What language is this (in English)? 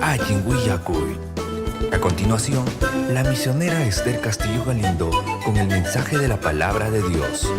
Ayacucho Quechua